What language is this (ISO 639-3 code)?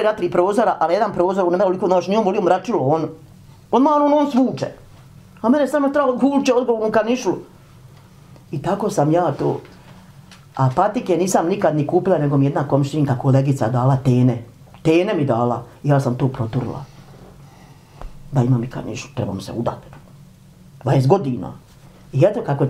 bos